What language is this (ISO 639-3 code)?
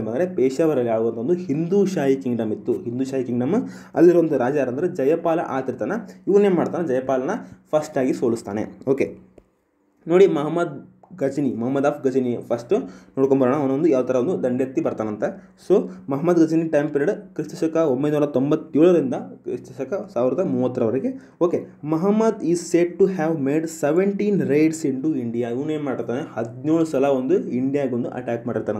kan